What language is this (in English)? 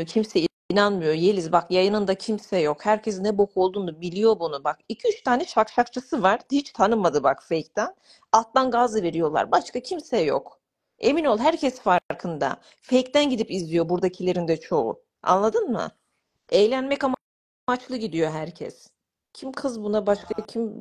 Turkish